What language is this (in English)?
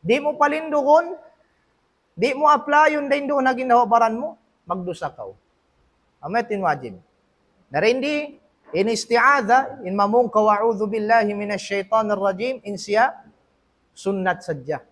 Tausug